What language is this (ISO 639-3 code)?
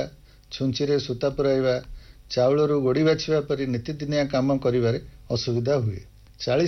ori